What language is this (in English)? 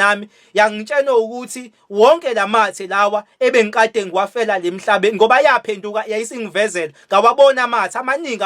Zulu